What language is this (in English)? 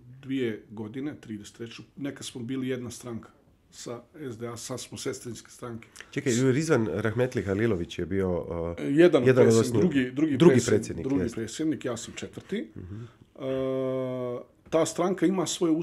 Bosnian